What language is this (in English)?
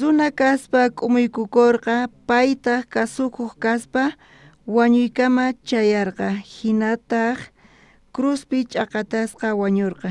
South Bolivian Quechua